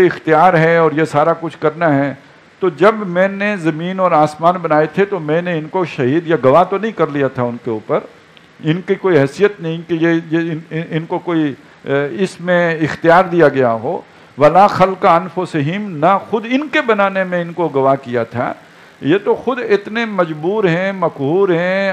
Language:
Urdu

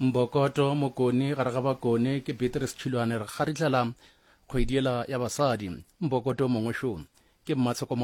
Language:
Northern Sotho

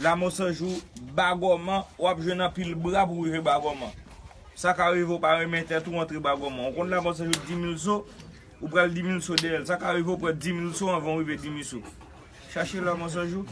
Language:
Haitian Creole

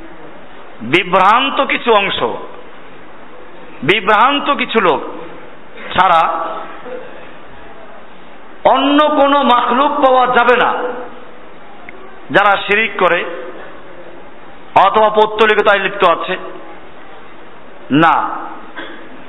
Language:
Bangla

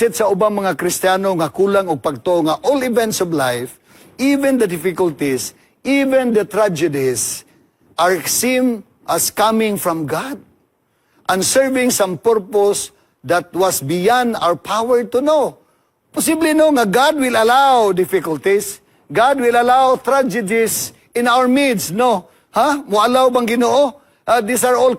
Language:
Cebuano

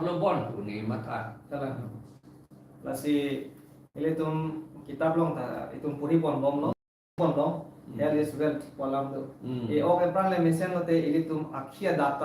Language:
Karbi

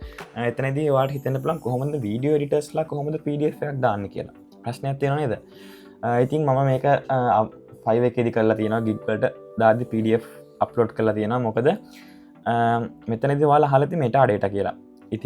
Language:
Sinhala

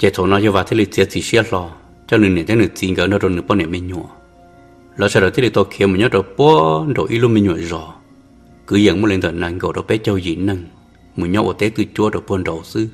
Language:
Hmong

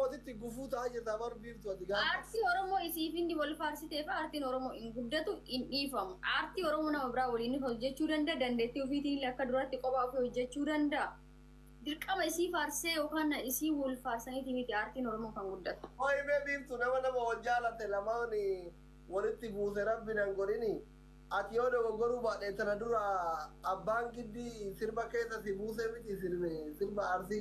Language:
Oromo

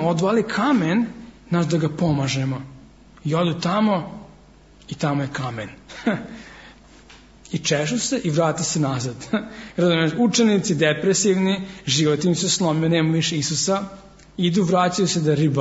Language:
Serbian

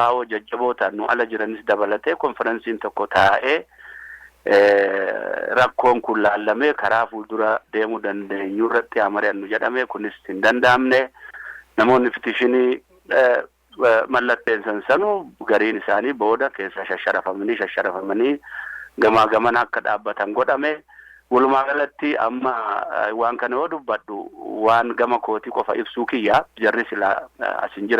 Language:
Oromo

